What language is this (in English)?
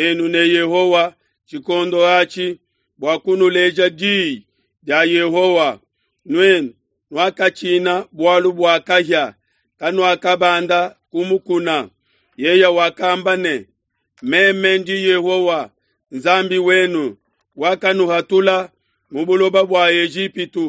Luba-Lulua